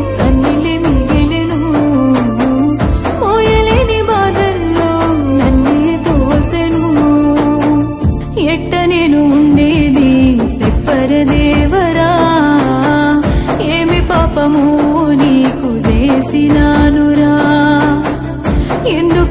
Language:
Telugu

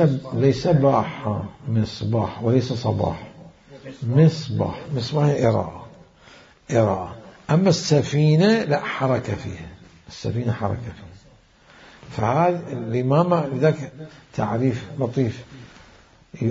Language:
Mesopotamian Arabic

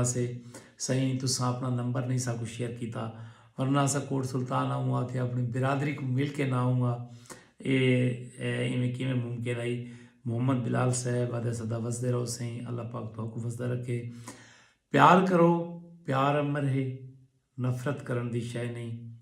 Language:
Saraiki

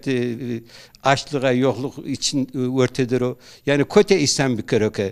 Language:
Zaza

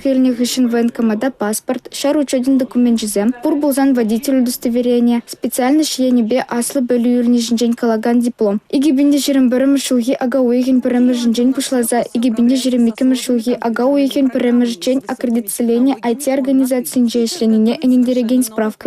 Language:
Chuvash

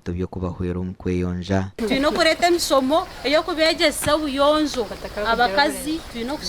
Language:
Nyankole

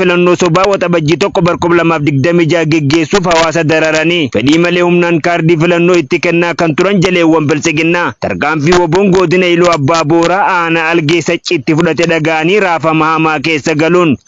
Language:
Oromo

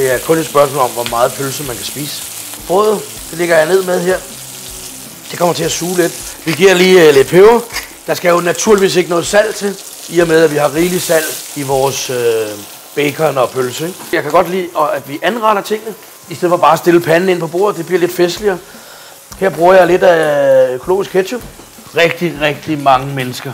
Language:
Danish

